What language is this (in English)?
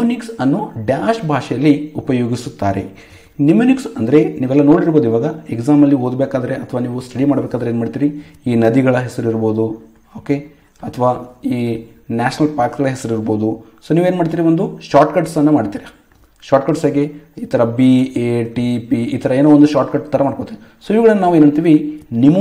Kannada